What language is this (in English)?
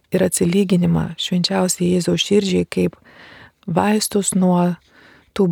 Lithuanian